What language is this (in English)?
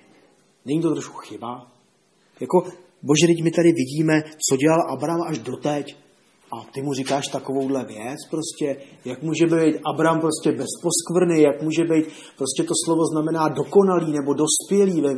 Czech